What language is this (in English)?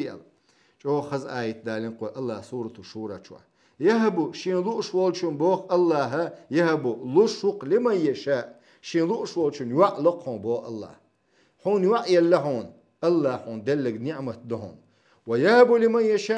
Chechen